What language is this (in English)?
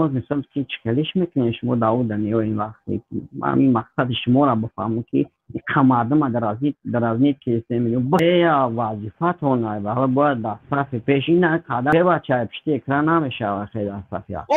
Tajik